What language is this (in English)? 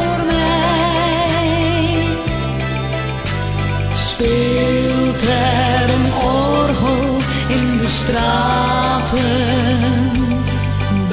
Dutch